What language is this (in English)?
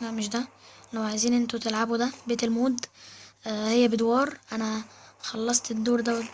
Egyptian Arabic